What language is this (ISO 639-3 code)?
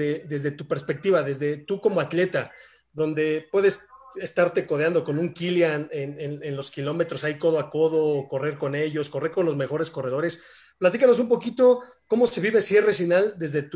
spa